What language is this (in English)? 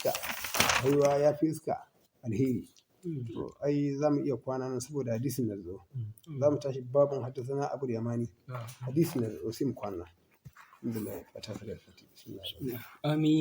Hausa